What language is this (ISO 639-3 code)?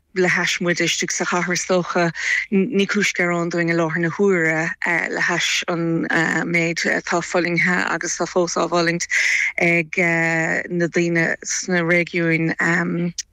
gle